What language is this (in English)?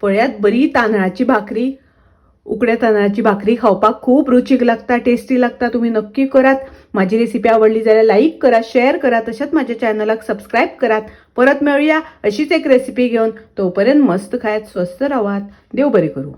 Konkani